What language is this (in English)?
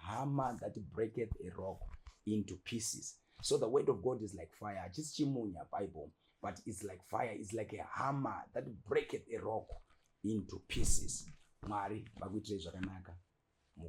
Shona